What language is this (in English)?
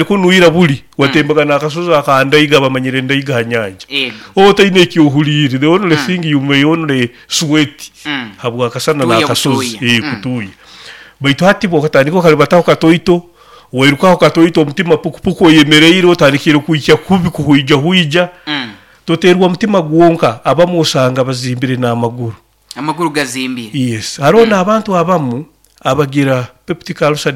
Nyoro